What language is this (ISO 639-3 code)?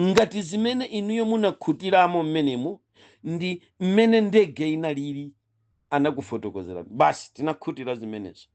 nya